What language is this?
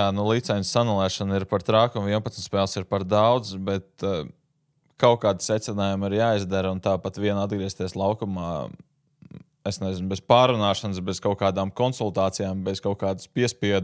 Latvian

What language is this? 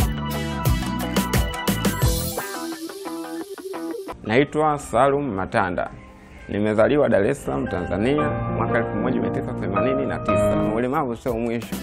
Swahili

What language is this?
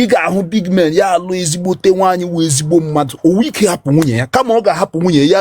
Igbo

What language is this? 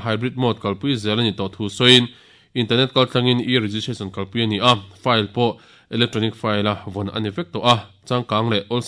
Mizo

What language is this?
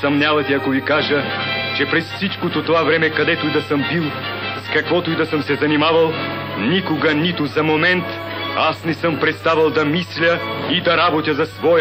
Bulgarian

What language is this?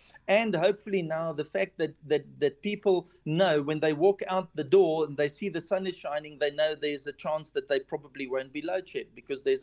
English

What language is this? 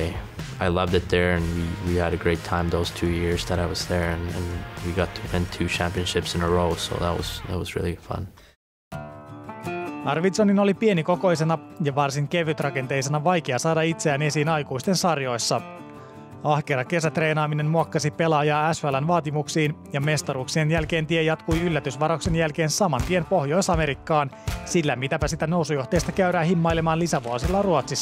Finnish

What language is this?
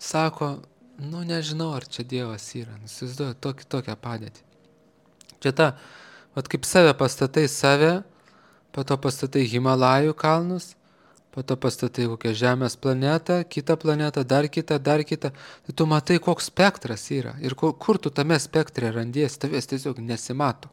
Lithuanian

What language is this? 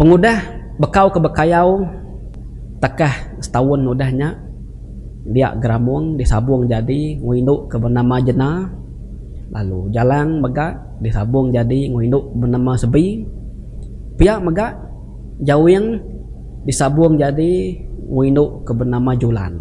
Iban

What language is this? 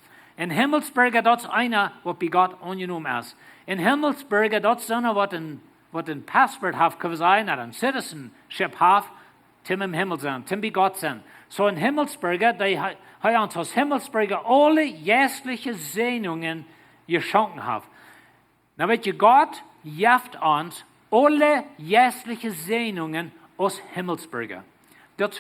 Plautdietsch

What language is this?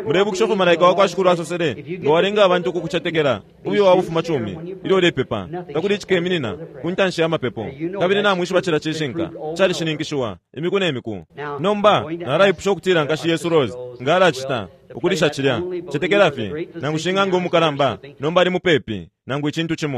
Bemba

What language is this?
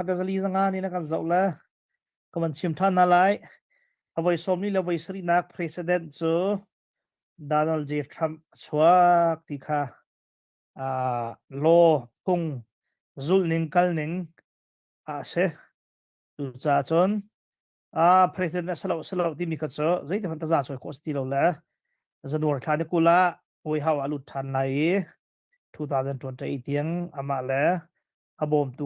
Hakha Chin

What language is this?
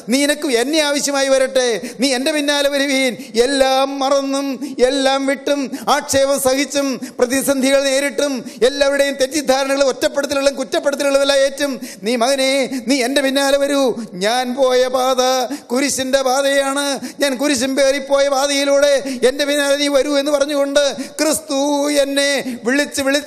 Malayalam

